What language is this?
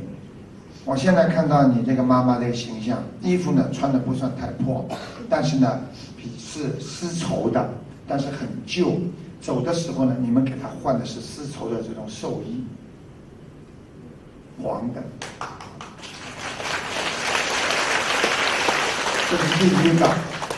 Chinese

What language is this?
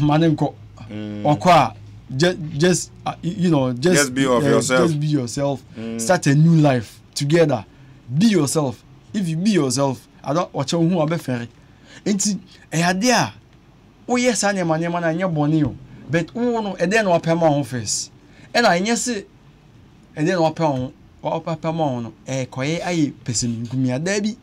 Akan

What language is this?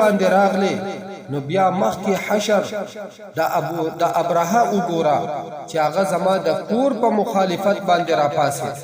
Pashto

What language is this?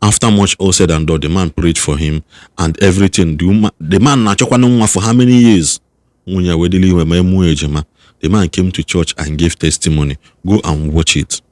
Igbo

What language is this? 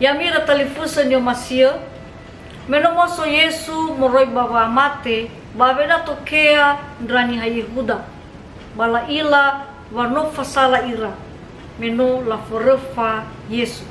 Nias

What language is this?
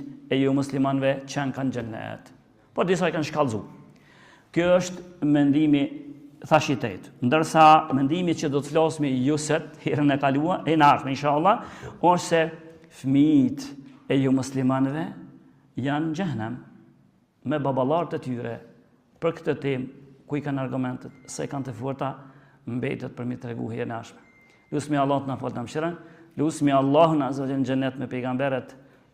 Albanian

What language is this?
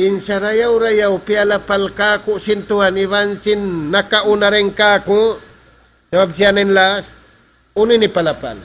Tausug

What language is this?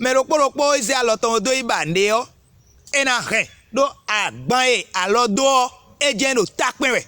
Fon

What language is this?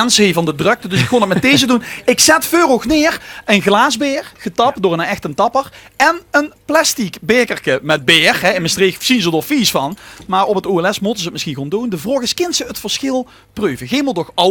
Limburgish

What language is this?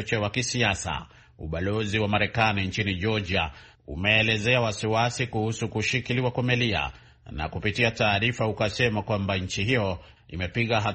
Swahili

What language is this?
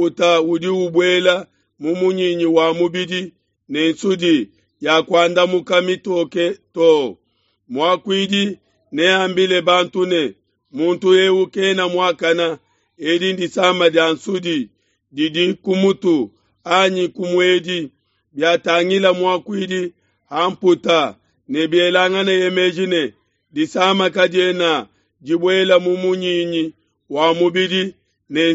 Luba-Lulua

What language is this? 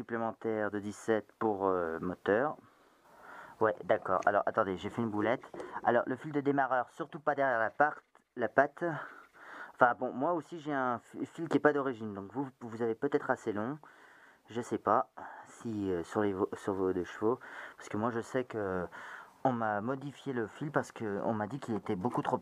French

